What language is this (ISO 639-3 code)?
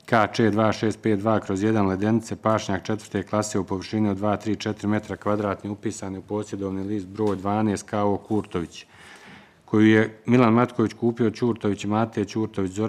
bos